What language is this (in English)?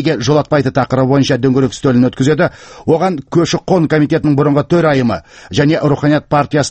Kazakh